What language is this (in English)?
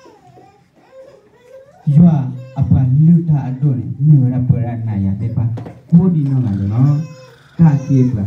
S'gaw Karen